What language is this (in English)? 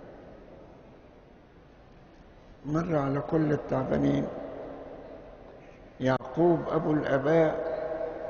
Egyptian Arabic